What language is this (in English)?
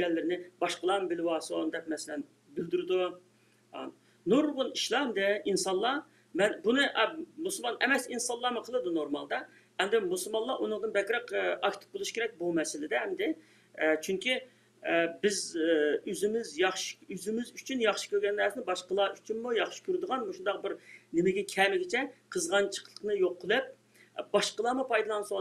Uyghur